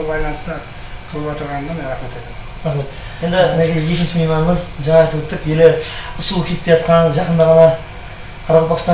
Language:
Kara-Kalpak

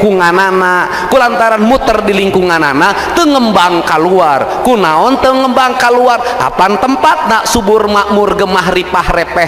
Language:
Sundanese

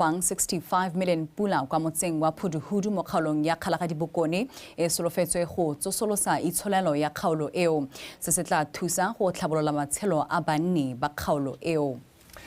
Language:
Tswana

